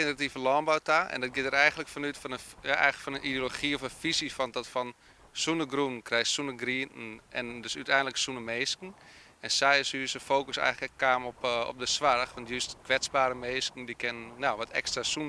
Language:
Western Frisian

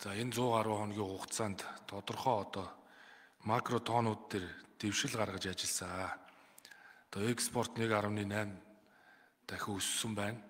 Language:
Mongolian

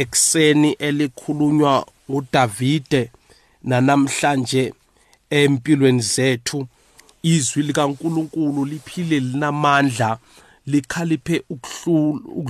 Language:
South Ndebele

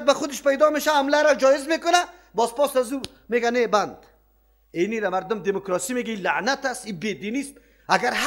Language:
Persian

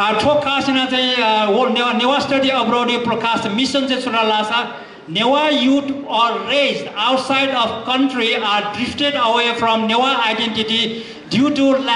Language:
Newari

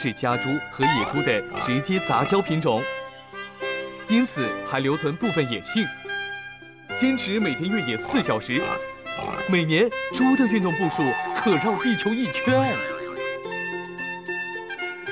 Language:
Chinese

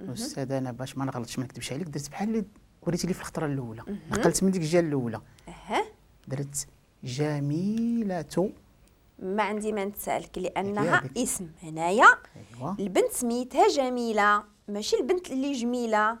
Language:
Moroccan Arabic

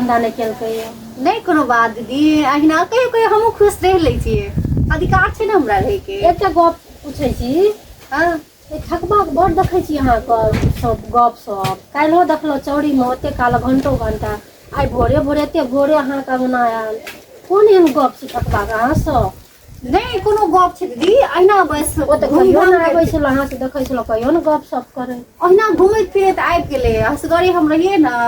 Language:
Maithili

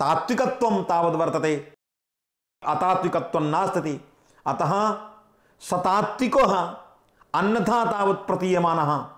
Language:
Sanskrit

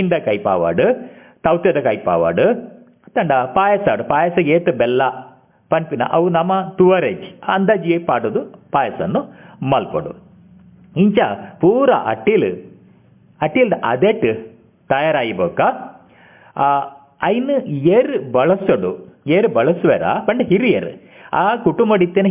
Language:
Tulu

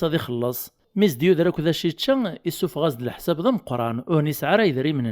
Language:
Kabyle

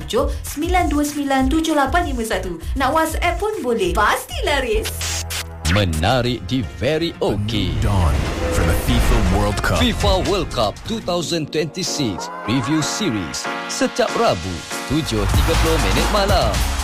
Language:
Malay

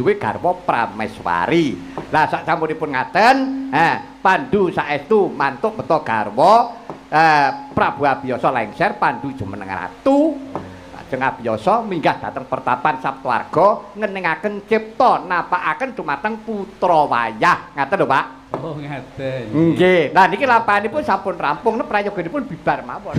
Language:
Javanese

